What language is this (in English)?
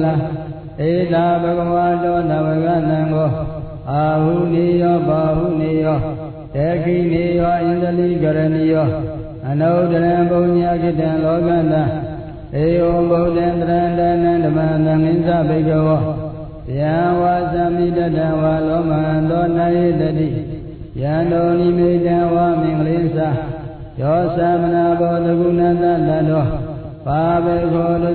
Burmese